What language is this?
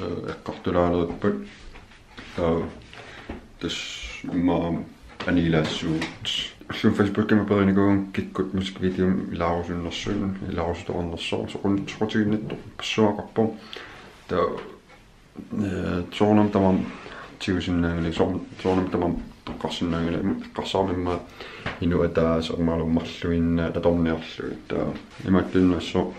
Kalaallisut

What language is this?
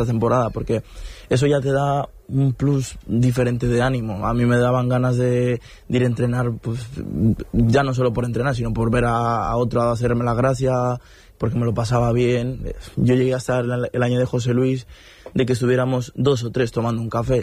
Spanish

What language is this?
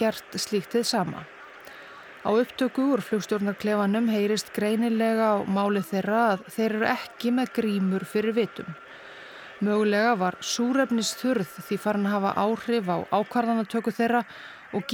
Icelandic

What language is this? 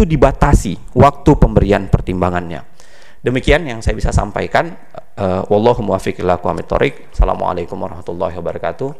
Indonesian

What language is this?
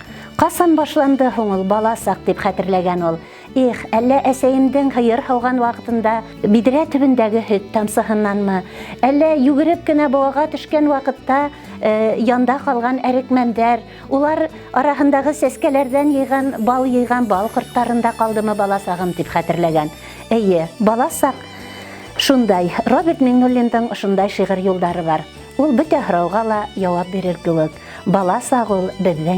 Bashkir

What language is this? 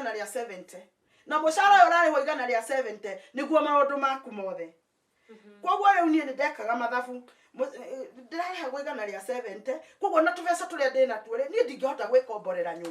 Kikuyu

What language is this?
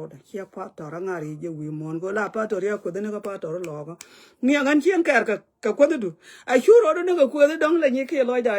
Nuer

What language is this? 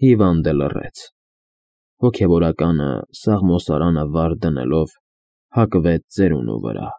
Armenian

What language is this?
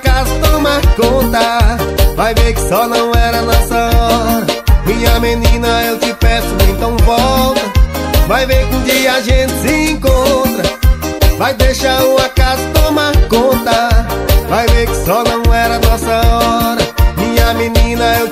Portuguese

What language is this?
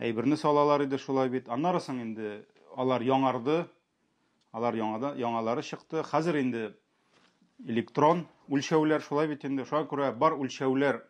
Tatar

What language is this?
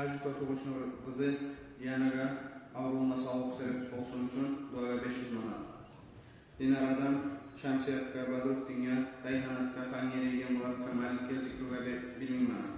Kumyk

